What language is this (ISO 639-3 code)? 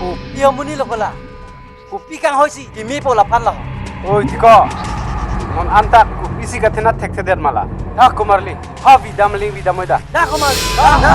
mjw